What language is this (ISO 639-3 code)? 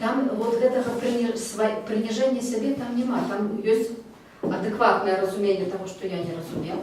bel